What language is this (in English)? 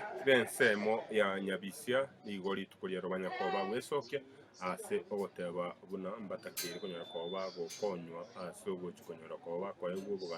Gusii